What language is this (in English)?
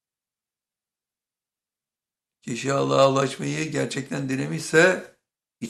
Turkish